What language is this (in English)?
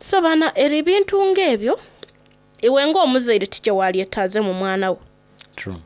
Soga